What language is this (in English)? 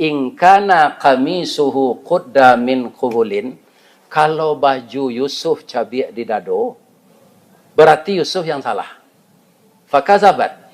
Minangkabau